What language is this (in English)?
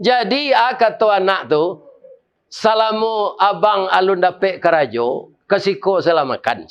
Minangkabau